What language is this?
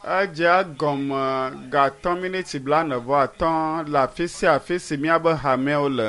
Ewe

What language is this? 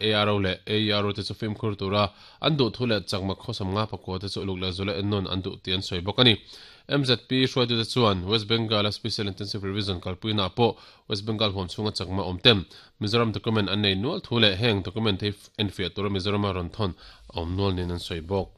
Mizo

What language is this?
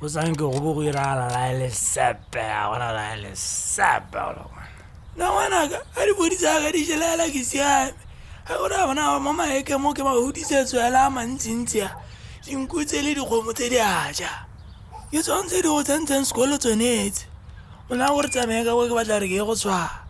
Tswana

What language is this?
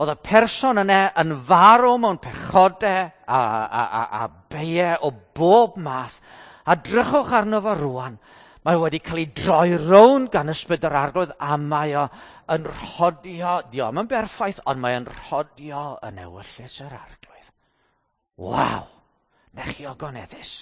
Welsh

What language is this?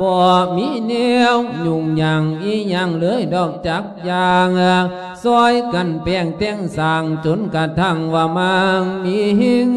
Lao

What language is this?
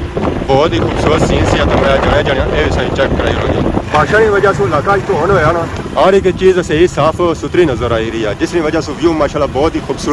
Pahari-Potwari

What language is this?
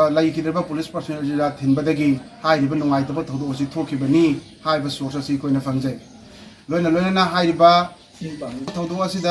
Manipuri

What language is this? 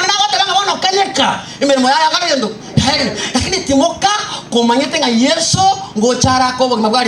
Gusii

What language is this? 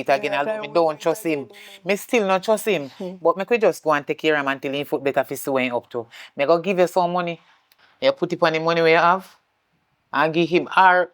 Jamaican Creole English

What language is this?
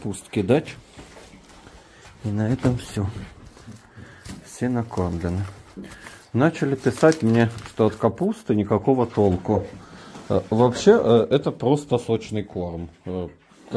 Russian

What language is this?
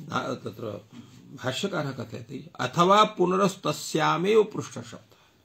Sanskrit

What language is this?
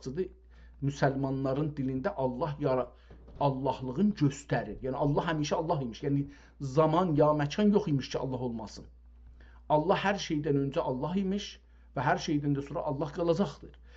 South Azerbaijani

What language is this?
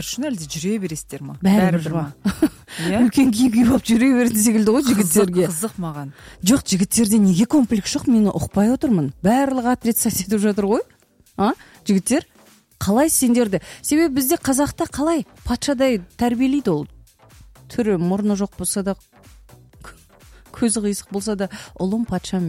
Kazakh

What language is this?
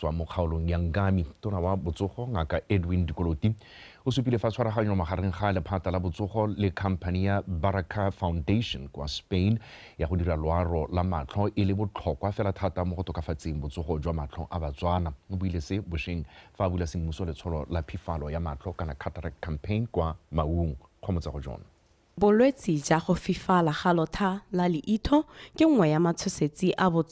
Tswana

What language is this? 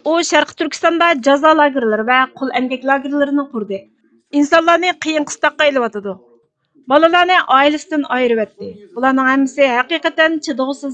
Uyghur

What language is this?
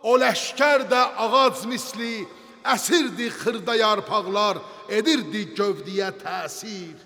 Azerbaijani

